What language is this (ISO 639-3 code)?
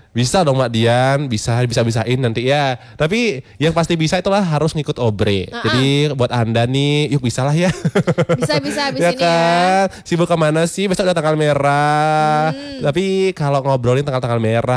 ind